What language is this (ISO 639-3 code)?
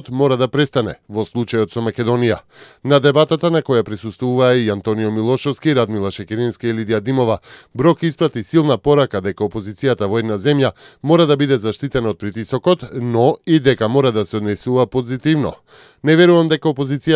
mkd